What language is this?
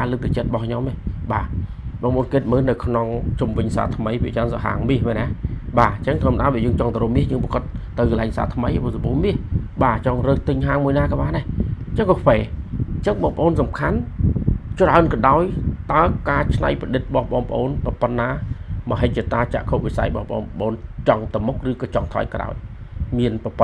Khmer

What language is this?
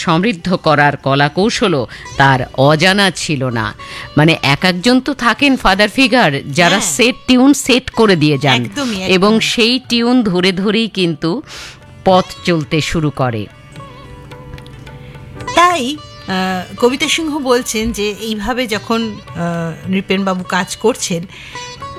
Bangla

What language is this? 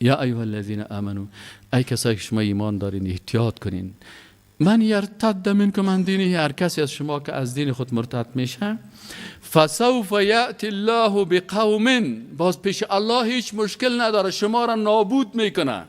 Persian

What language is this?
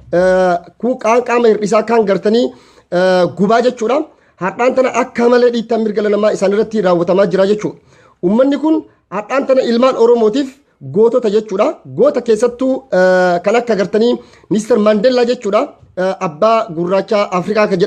Oromo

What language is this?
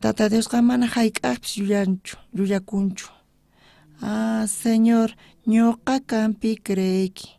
South Bolivian Quechua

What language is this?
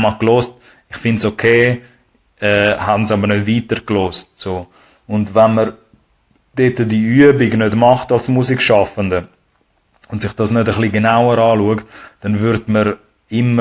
Swiss German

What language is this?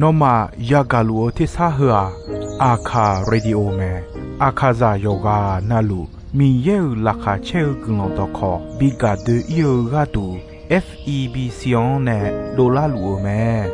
Akha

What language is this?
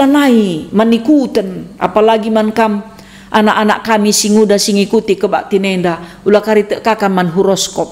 Batak Karo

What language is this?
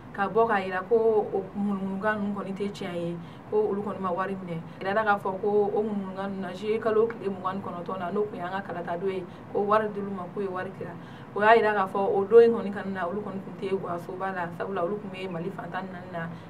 Bambara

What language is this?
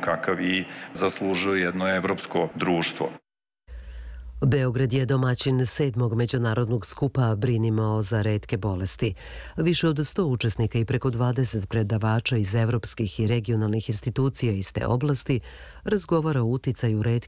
Serbian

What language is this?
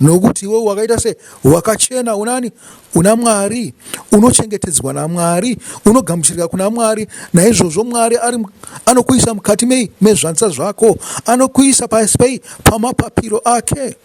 Shona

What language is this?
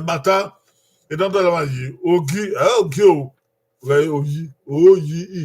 Bini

